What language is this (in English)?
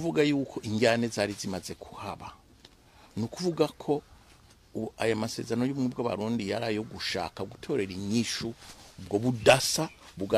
Rundi